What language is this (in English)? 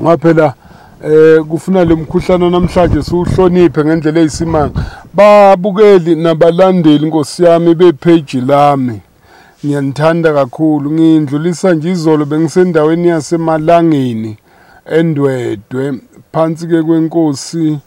Zulu